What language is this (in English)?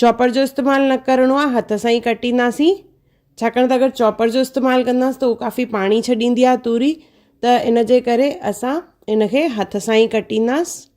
Sindhi